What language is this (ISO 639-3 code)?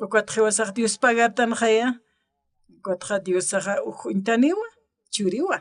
aym